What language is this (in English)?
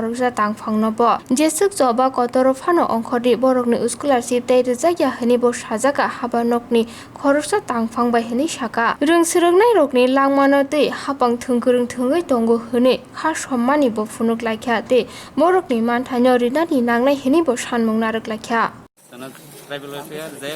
Kok Borok